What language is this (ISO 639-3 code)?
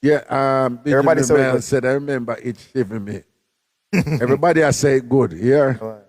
jam